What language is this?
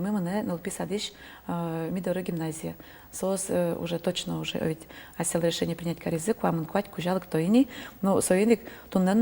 Udmurt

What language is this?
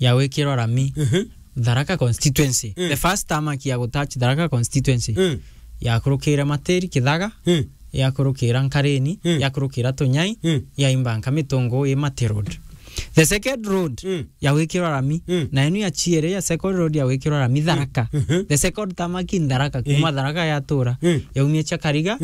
Meru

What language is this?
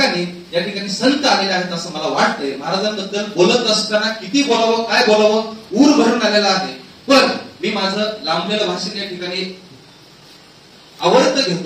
Marathi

